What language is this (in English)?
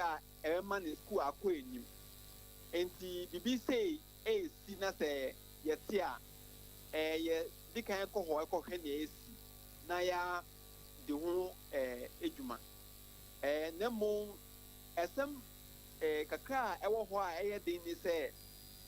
Akan